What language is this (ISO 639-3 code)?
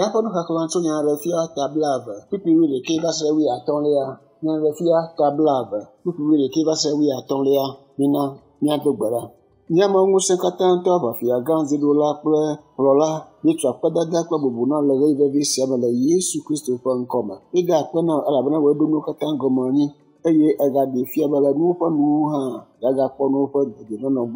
ewe